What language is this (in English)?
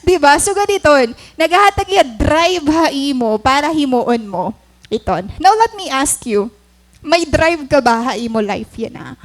Waray